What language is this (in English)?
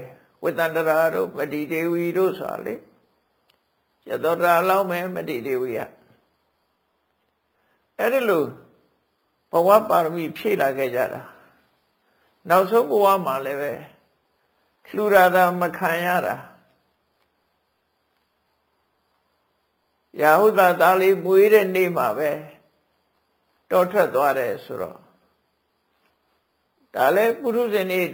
Burmese